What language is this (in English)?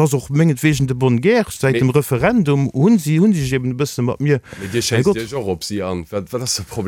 Luxembourgish